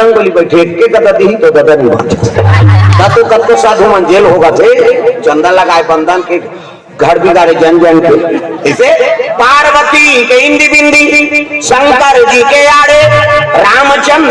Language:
Chhattisgarhi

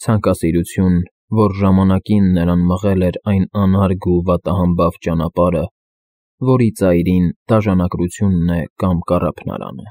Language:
Armenian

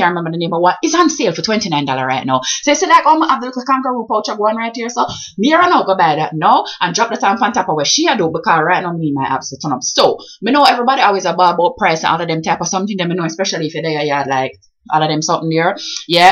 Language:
Jamaican Creole English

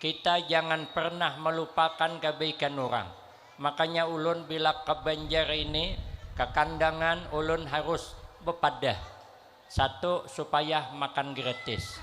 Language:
Banjar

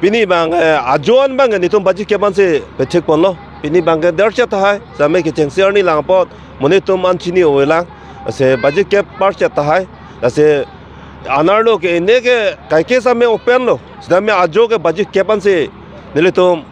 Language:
Karbi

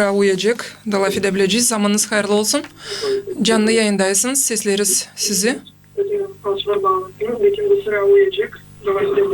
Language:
Gagauz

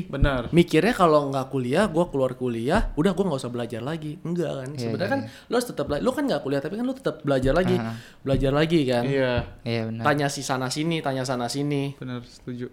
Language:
Indonesian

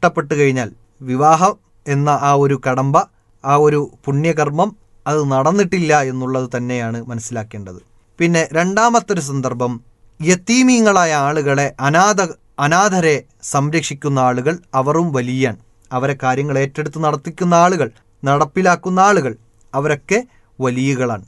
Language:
Malayalam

